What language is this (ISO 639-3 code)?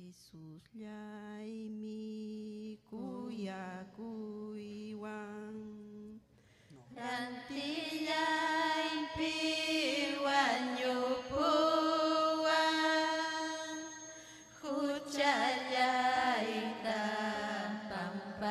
quy